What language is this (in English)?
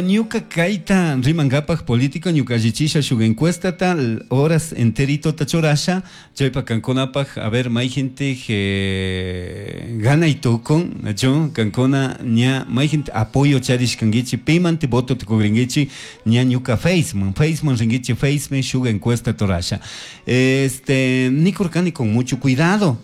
Chimborazo Highland Quichua